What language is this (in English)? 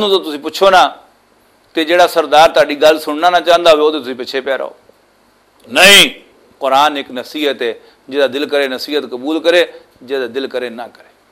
Western Panjabi